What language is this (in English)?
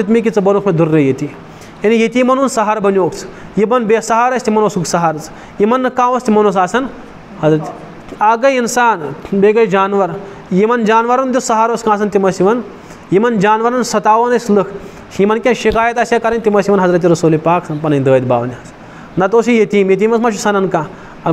Kashmiri